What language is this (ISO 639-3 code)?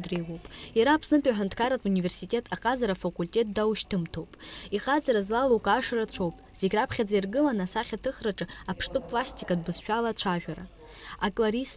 abk